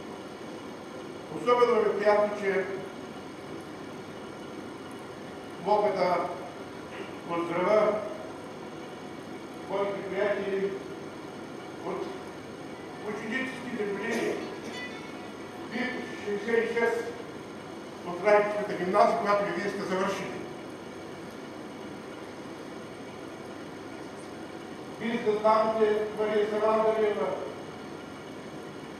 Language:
Bulgarian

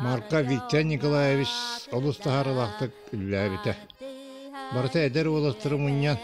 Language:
Yakut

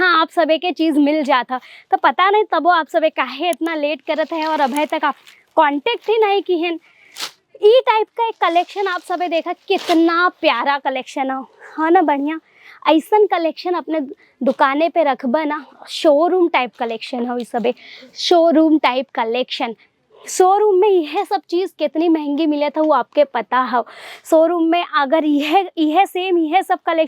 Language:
Bhojpuri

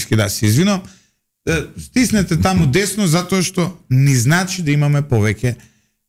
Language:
Macedonian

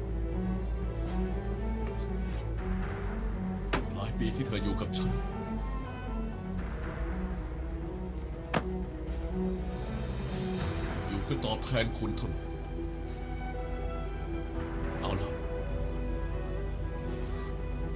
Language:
Thai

